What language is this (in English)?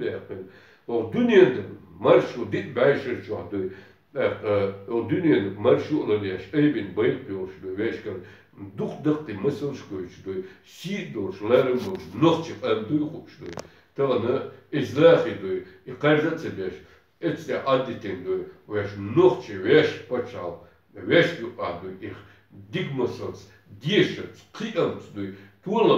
Chechen